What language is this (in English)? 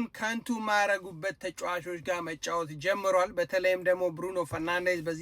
Amharic